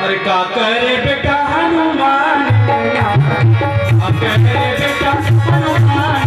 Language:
Chhattisgarhi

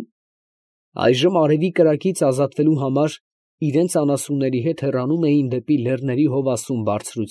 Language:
Armenian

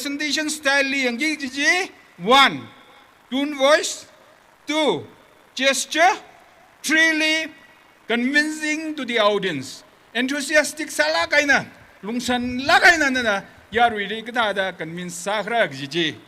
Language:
Tangkhul Naga (India)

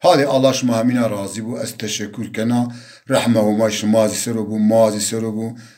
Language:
Zaza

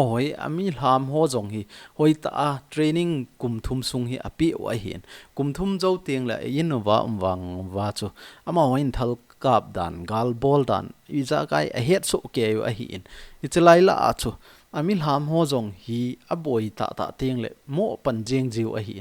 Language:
Thado Chin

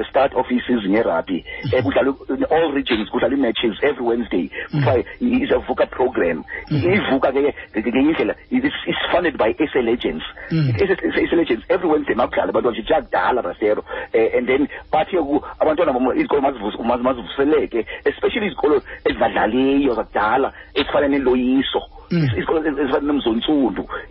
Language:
Xhosa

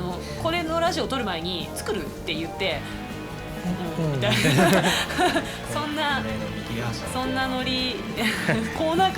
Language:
Japanese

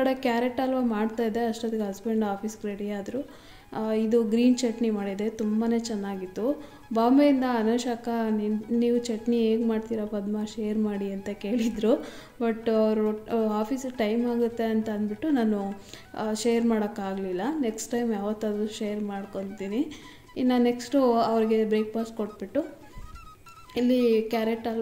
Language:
Kannada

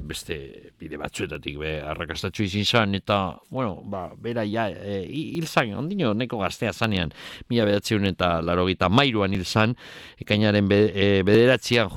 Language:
Basque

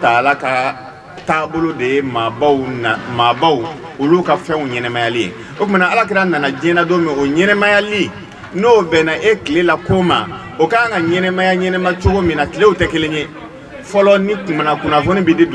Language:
Bambara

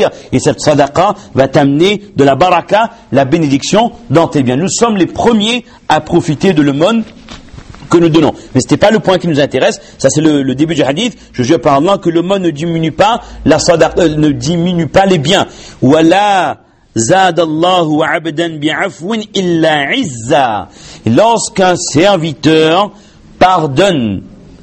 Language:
French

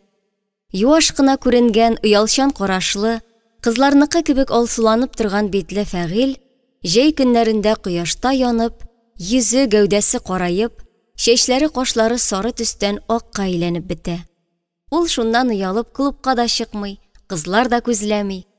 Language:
Tatar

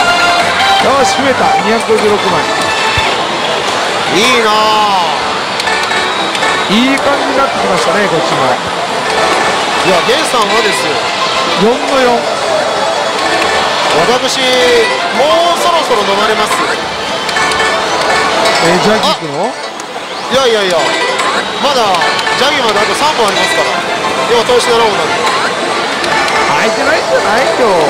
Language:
Japanese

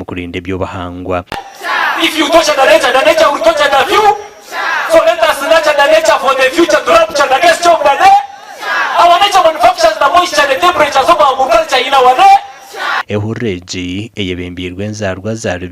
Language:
Nyankole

